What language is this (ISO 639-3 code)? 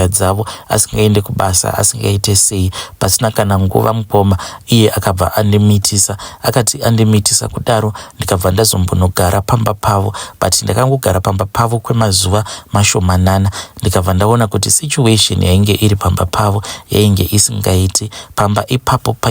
sna